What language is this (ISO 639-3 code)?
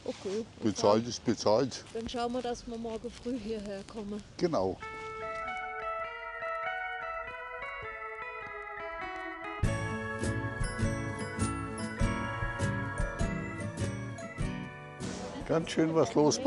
deu